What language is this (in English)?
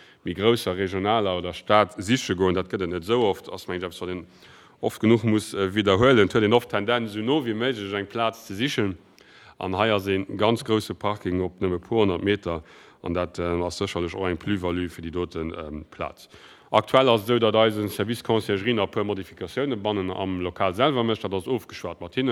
Luxembourgish